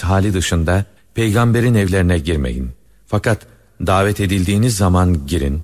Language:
Turkish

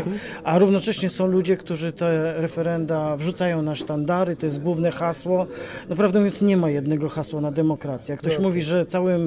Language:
Polish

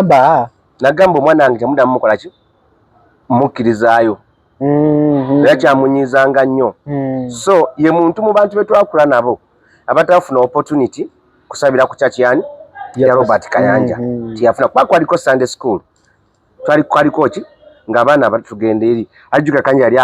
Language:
Ganda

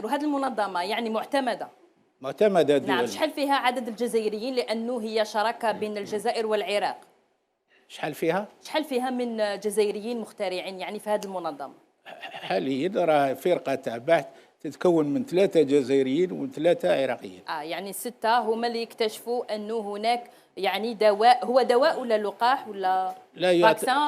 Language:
Algerian Arabic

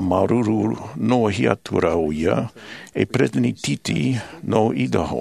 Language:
Tahitian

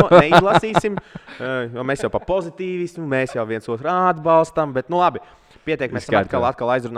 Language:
Latvian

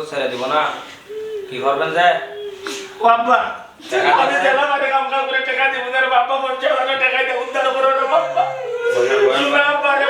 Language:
Sylheti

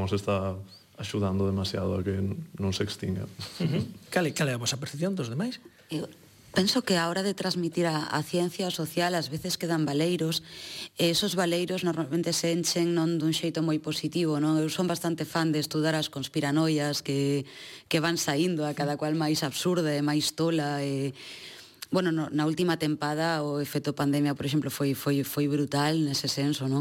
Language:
Galician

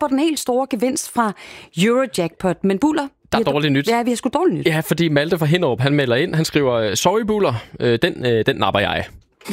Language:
Danish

